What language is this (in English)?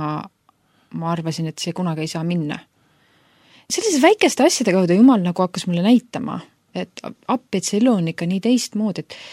Estonian